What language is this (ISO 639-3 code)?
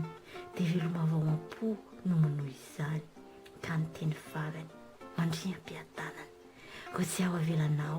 mlg